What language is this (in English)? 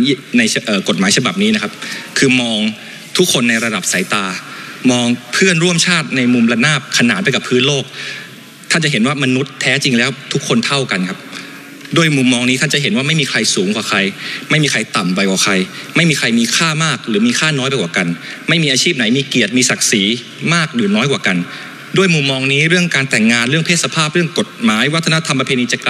Thai